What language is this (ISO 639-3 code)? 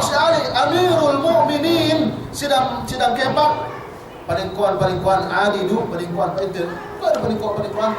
yka